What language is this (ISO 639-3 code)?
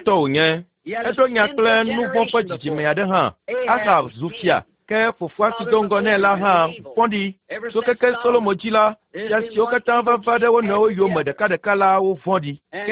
ewe